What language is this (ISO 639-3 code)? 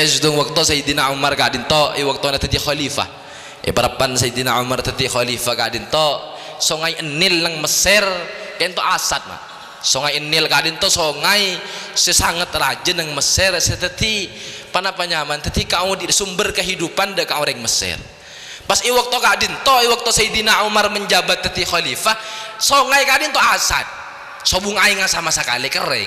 mad